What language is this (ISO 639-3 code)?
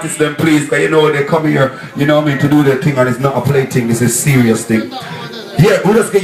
jam